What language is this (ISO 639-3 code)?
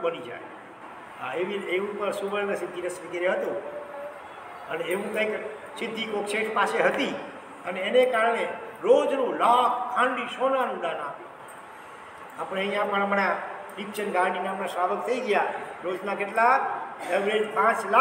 guj